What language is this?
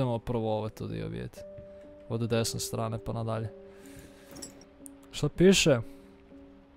Croatian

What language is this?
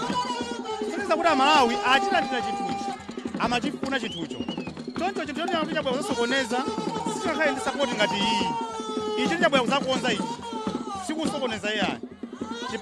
Nyanja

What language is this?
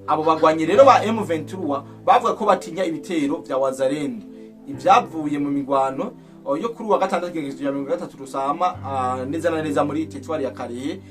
Rundi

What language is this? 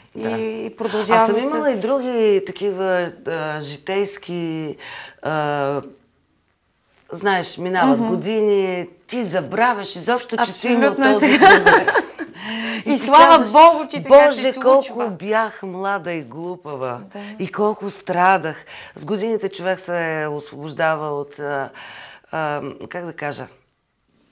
Bulgarian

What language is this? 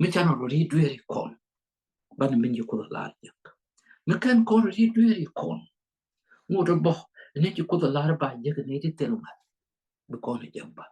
Nuer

